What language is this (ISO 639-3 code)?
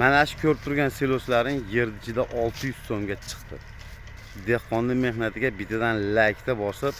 uzb